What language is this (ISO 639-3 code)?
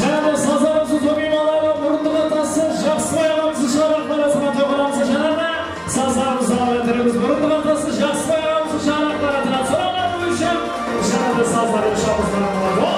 kaa